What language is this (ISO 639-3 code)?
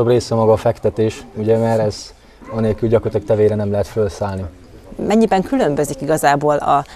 hun